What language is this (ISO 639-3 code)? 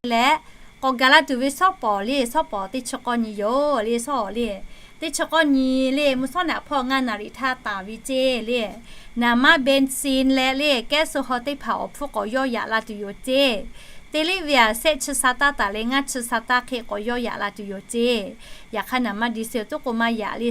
lhu